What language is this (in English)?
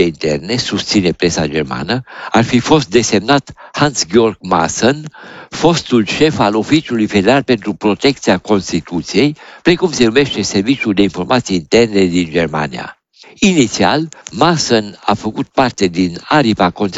Romanian